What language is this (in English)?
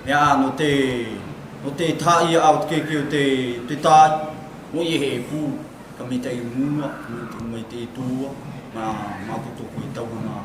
South Marquesan